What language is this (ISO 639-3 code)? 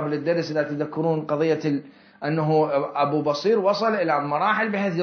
acm